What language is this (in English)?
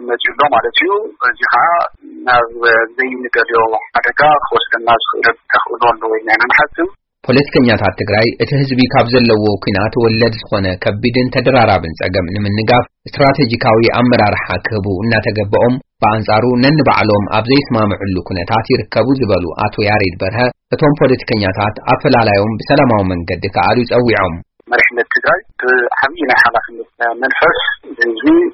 Tigrinya